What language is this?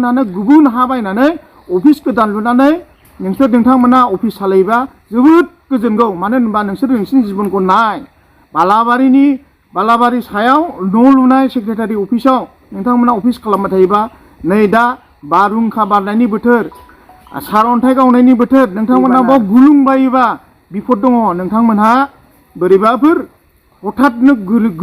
Bodo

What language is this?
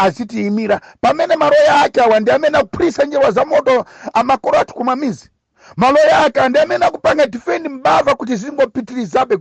Nyanja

